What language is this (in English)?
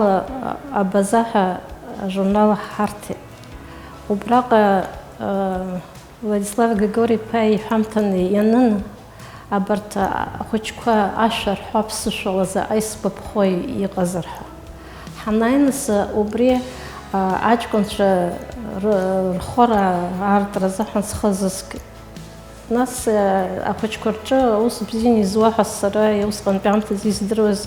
Abkhazian